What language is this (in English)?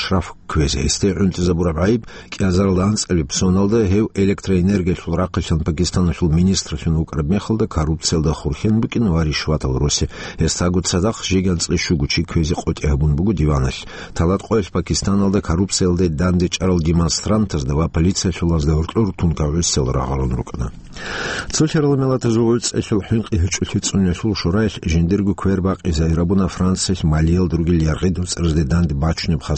Avaric